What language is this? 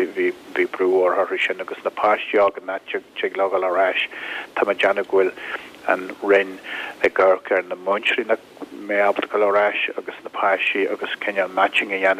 Irish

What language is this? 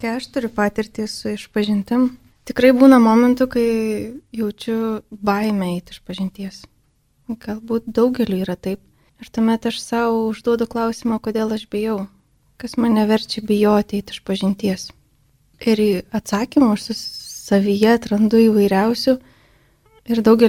Lithuanian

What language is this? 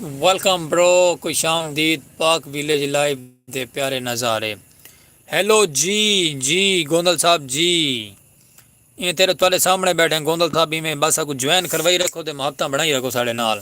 Saraiki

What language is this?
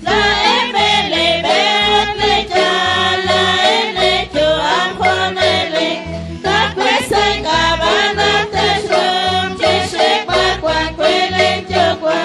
Kekchí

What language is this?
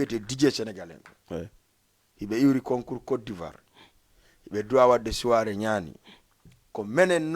Fula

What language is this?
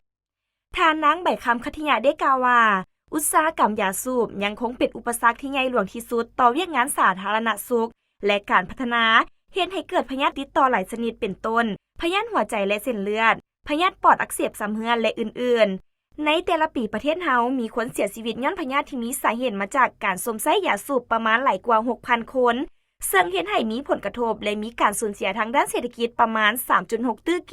Lao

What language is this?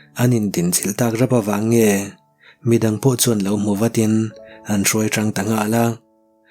Mizo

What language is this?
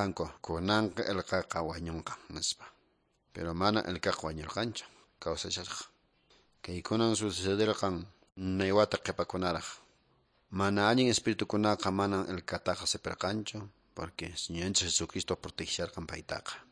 Quechua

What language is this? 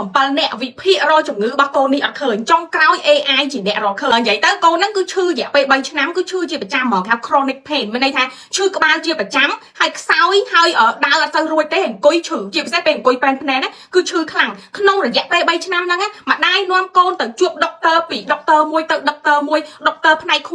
Khmer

